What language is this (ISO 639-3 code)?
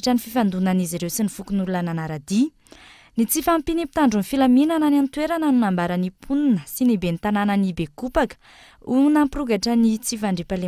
mlg